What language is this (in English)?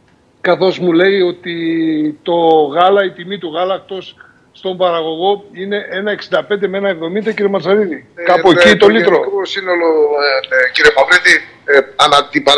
Greek